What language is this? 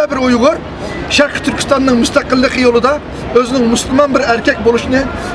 Uyghur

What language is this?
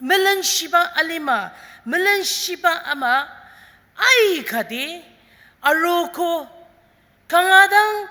Ao Naga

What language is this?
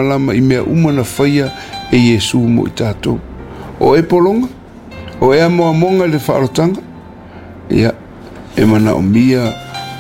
Samoan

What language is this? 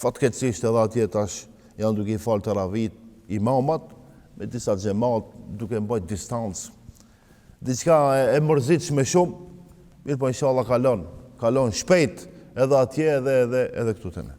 Albanian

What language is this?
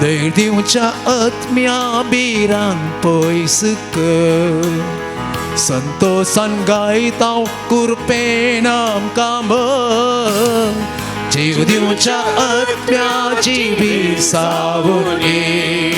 Konkani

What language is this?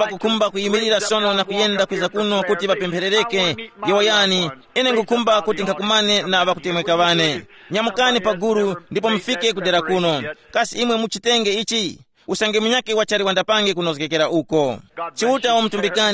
Tumbuka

